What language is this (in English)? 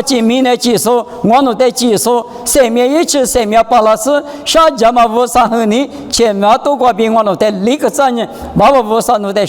Lisu